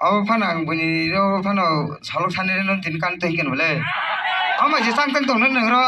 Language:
Kok Borok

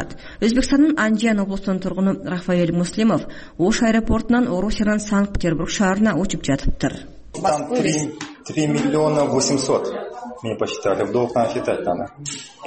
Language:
Kyrgyz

